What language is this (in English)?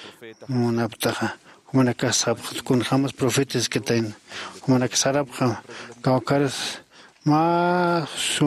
Aymara